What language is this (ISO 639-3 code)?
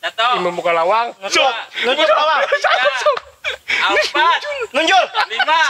bjn